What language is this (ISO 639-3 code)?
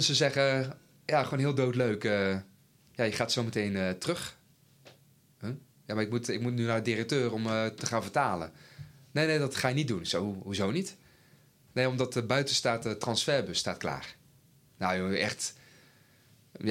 nld